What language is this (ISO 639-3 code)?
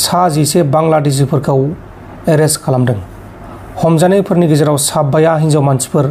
brx